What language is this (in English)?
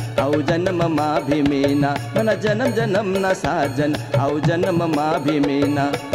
Marathi